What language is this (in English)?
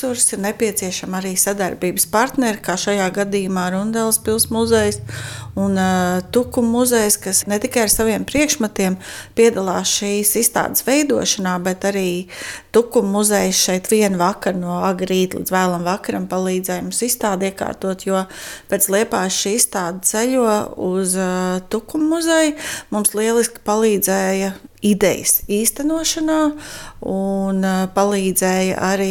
Latvian